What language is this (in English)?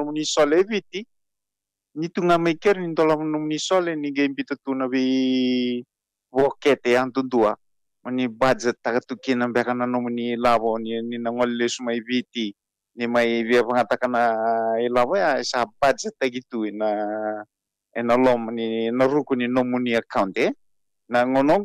Fijian